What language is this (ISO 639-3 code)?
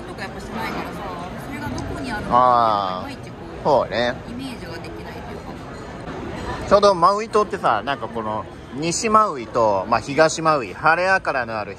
jpn